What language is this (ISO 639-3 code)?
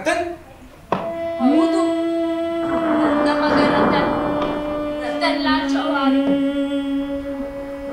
kan